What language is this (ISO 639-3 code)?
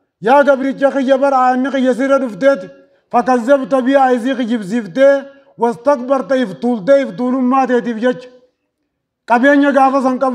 orm